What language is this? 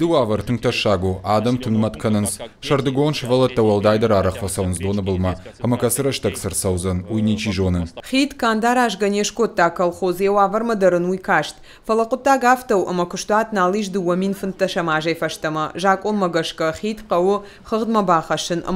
Ossetic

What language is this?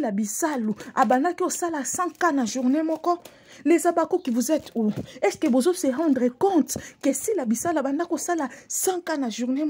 Lingala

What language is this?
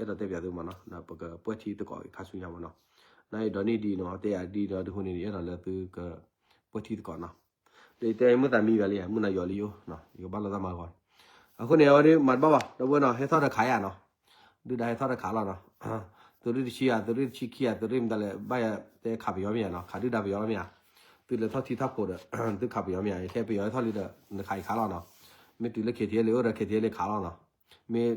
S'gaw Karen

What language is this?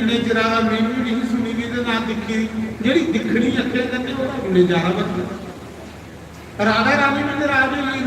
Dogri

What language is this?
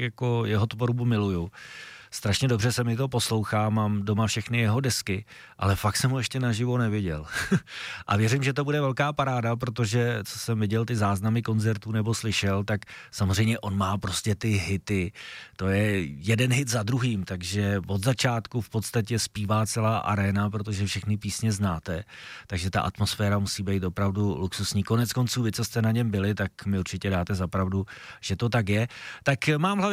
Czech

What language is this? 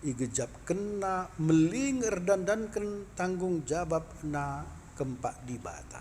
Batak Karo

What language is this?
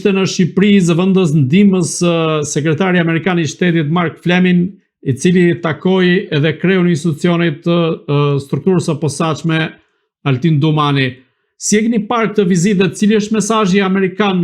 Albanian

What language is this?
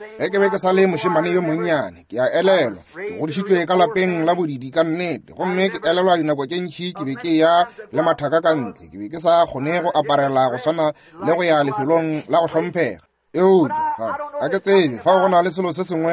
Northern Sotho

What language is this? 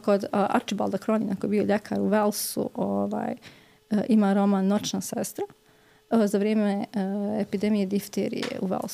Serbian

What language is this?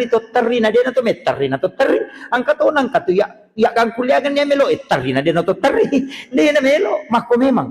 Buginese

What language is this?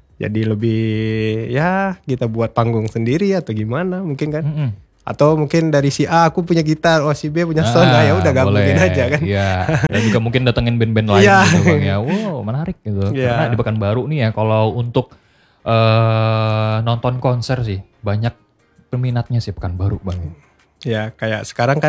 Indonesian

